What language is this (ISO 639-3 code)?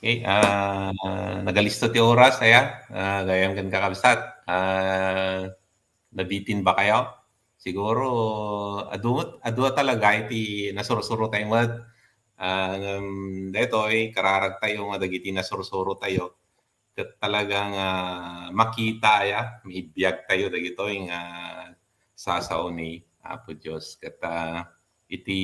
ilo